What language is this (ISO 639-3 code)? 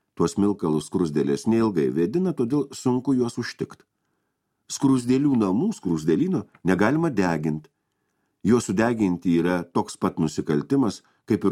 lit